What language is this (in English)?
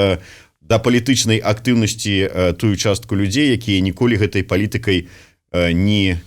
Belarusian